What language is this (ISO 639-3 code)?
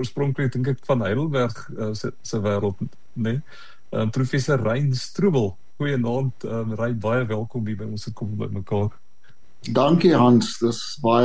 afr